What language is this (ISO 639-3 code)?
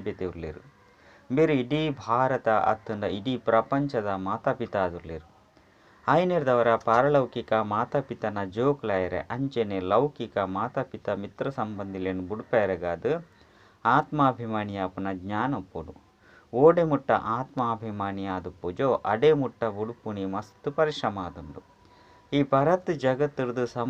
tcy